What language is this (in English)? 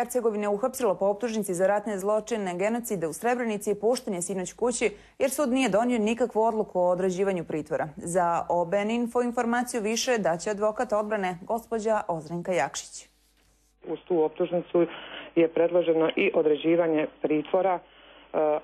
Bosnian